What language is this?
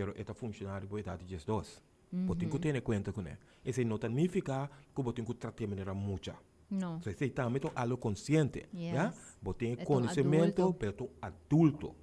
Papiamento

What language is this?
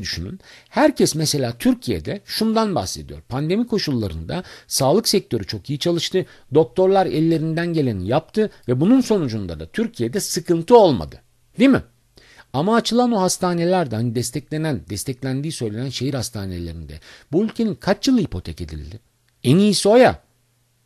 Turkish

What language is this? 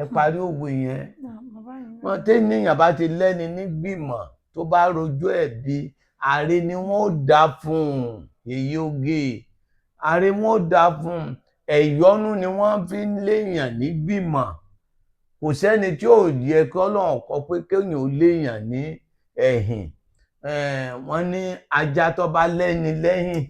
Yoruba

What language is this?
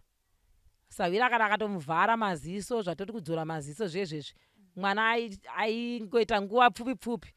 Shona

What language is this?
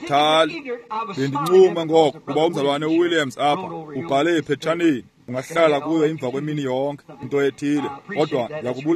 Xhosa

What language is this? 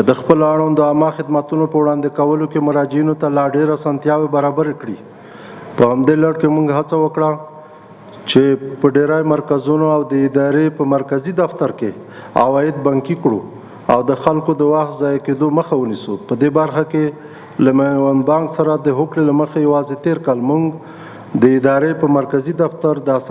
Pashto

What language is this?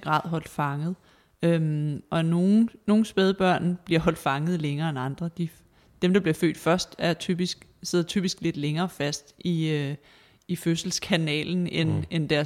Danish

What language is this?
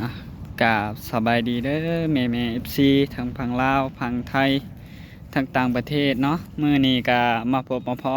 Northeastern Thai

